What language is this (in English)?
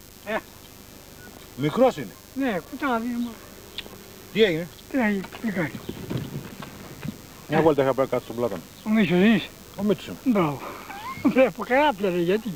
Greek